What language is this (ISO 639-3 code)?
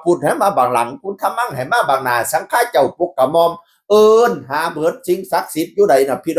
tts